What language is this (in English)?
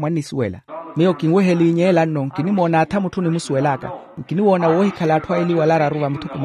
Makhuwa